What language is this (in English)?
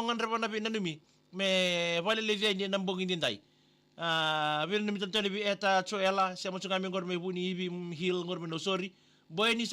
Fijian